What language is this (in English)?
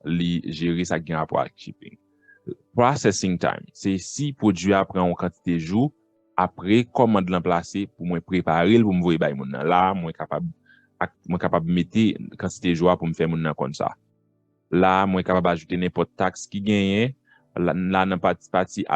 Haitian Creole